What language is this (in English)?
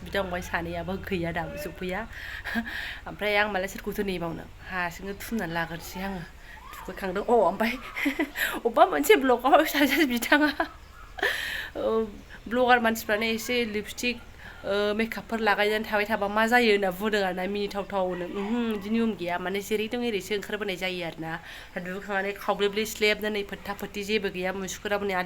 Bodo